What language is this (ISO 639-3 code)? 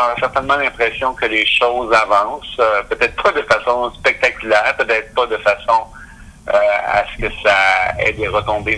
fra